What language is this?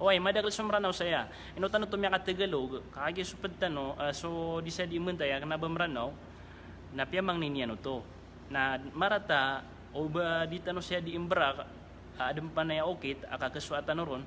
Maranao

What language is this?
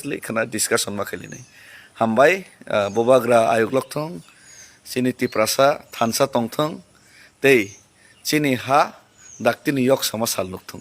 Kok Borok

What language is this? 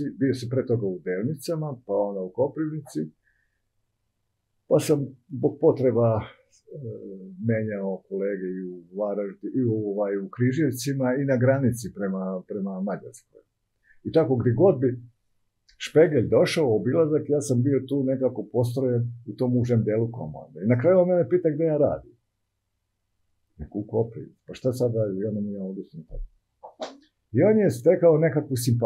Serbian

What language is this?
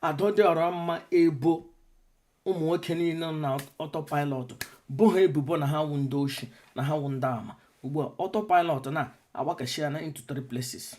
Igbo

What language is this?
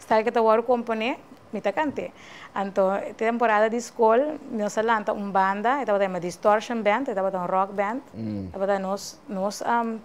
Papiamento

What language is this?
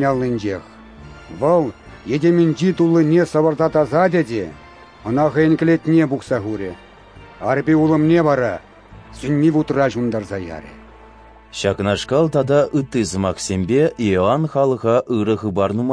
Chuvash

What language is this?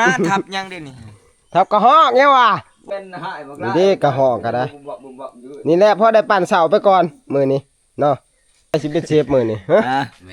Northeastern Thai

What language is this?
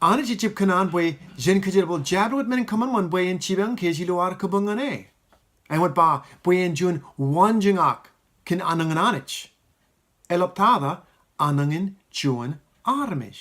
Marshallese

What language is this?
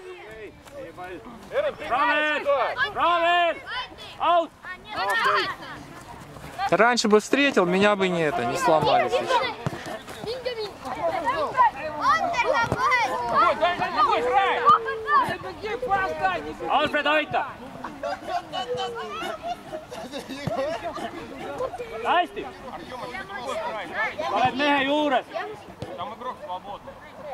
Estonian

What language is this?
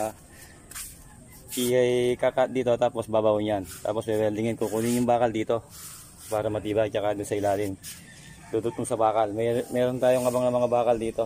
Filipino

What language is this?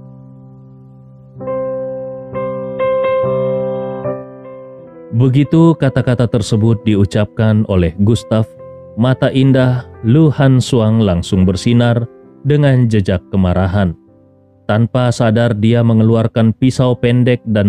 Indonesian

